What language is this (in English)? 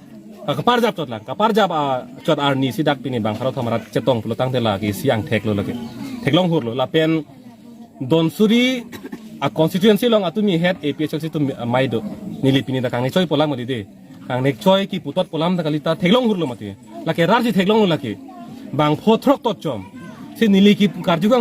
Karbi